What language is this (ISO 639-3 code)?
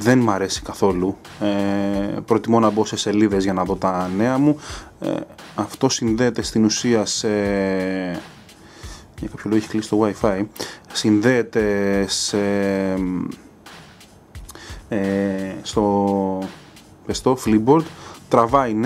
ell